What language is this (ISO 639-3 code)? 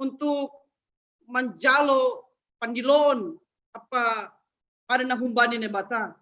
bts